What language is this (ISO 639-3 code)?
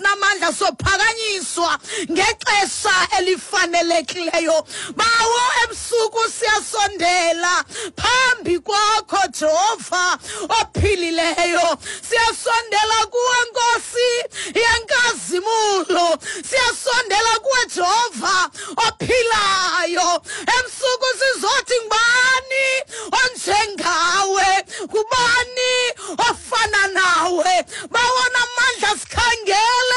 xho